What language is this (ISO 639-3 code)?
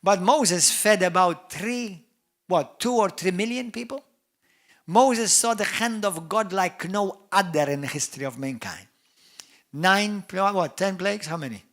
eng